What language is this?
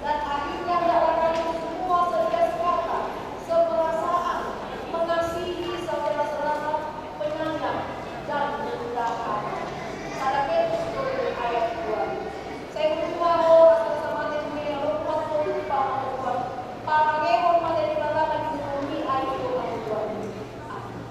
Batak Toba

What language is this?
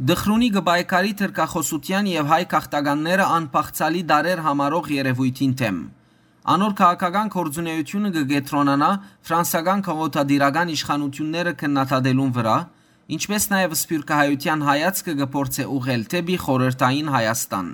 Western Armenian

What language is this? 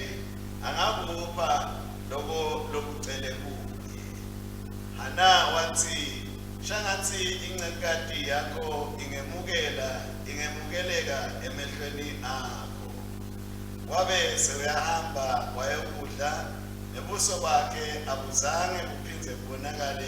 Swati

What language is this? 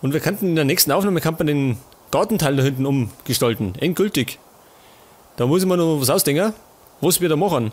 Bavarian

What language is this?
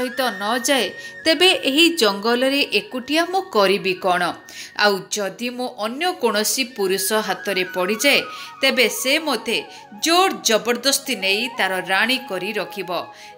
Odia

